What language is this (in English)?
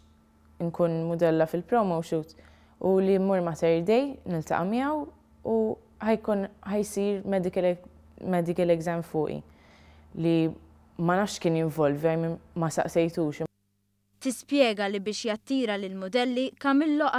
Maltese